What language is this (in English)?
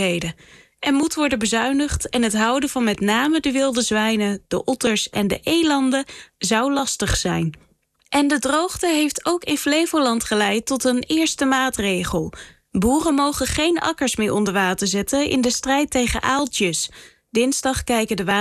Dutch